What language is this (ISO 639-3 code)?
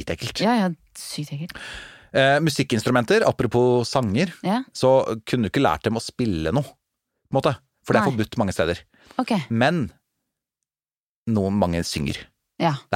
nor